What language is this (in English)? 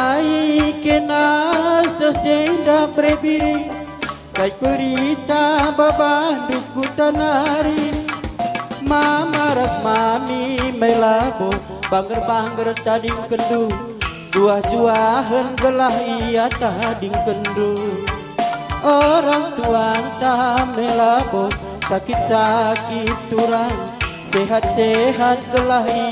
Batak Karo